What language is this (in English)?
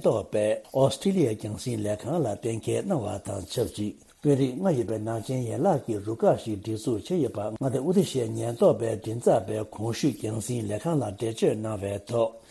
Tibetan